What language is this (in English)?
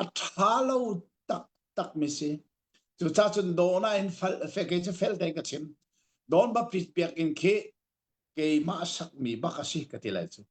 Hakha Chin